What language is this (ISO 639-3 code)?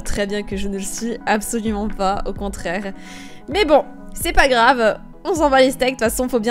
fra